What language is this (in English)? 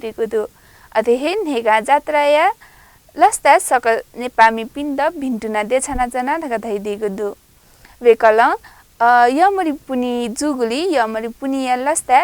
Newari